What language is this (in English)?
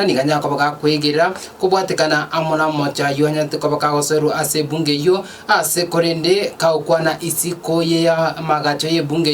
Gusii